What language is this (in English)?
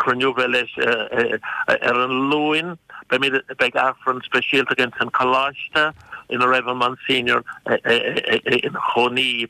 Irish